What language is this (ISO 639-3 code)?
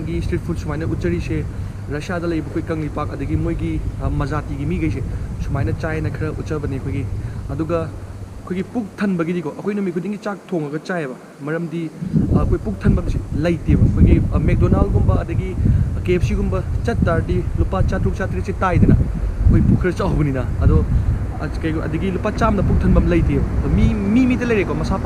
mni